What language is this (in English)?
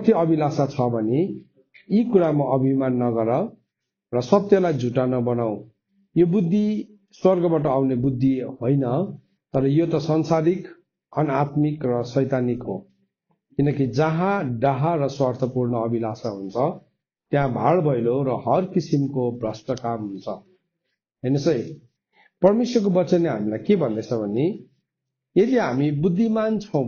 Nepali